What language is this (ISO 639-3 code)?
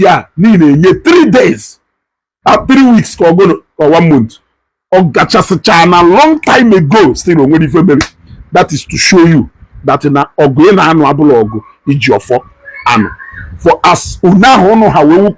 ibo